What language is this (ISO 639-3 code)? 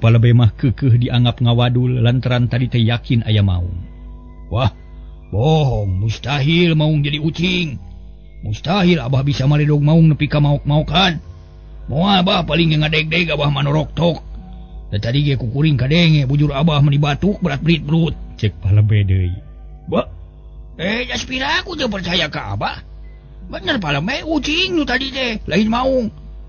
sun